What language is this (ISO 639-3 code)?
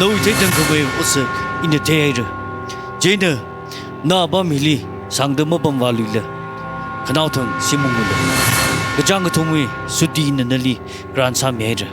nmf